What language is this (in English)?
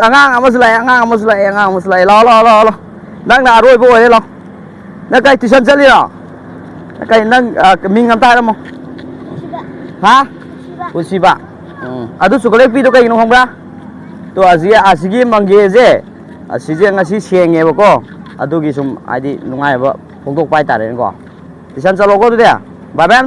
Manipuri